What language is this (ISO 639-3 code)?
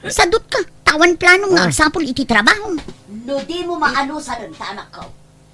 ilo